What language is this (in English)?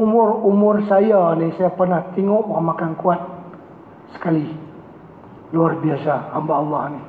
Malay